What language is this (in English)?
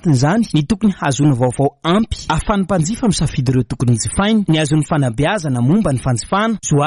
Malagasy